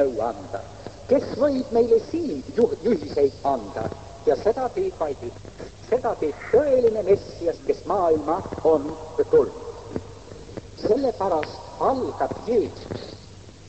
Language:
Estonian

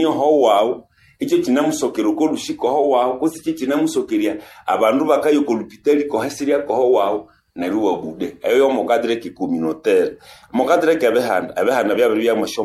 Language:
Nande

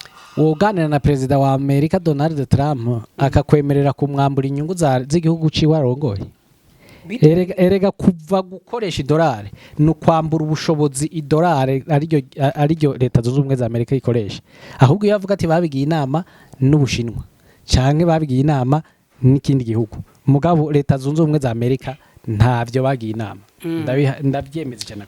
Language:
Rundi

